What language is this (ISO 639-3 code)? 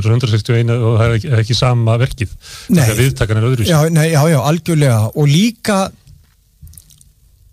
isl